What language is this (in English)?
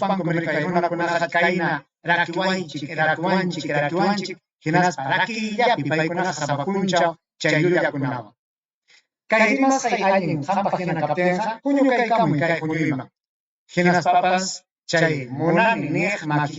Ayacucho Quechua